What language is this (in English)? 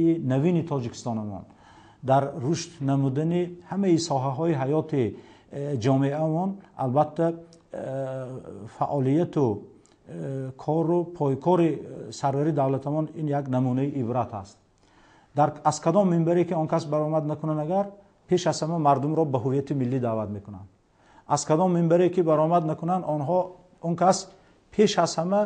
Tajik